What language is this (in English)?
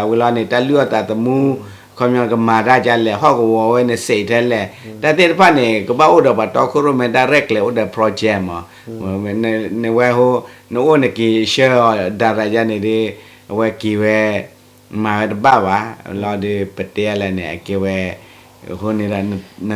S'gaw Karen